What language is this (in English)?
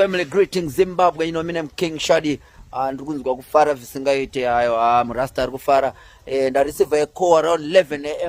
Shona